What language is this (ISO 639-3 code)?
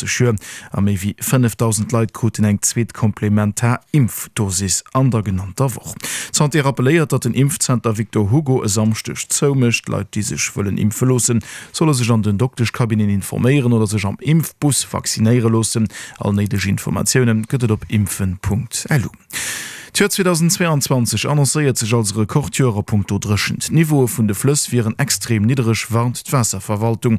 ltz